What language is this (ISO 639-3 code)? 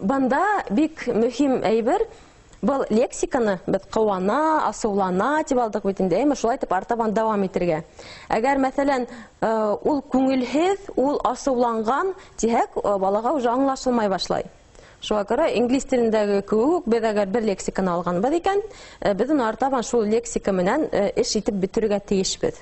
bak